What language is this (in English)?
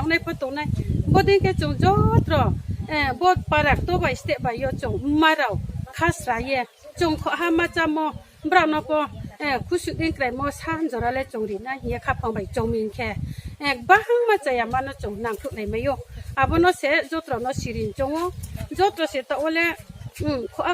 Riang (India)